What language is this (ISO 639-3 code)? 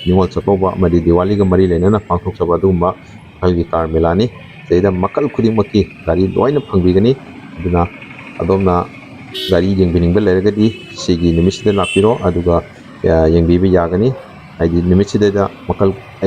mni